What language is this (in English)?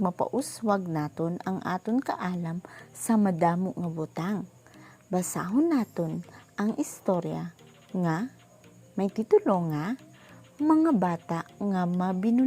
Hiligaynon